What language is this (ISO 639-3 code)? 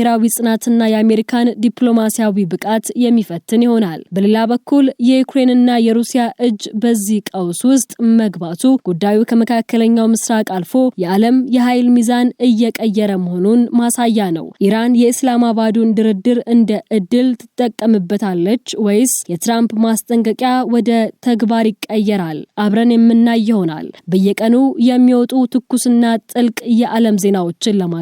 amh